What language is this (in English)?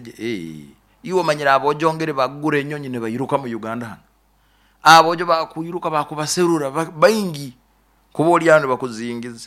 Nyoro